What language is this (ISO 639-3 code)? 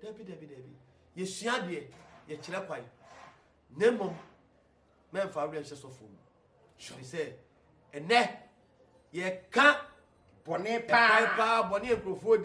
aka